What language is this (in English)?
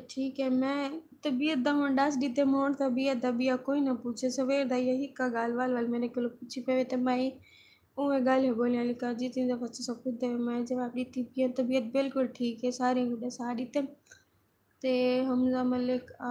Saraiki